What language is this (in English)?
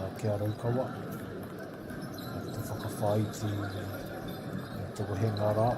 Māori